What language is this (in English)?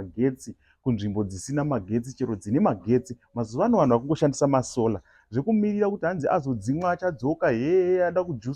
Shona